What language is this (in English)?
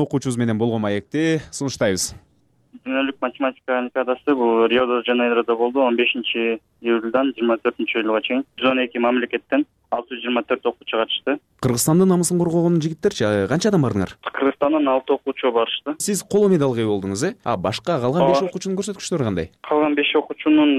Kyrgyz